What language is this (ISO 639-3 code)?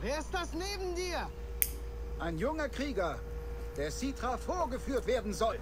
gsw